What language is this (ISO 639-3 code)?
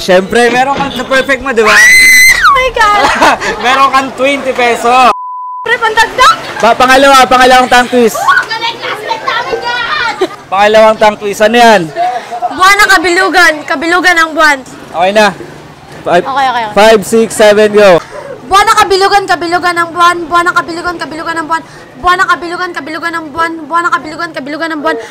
fil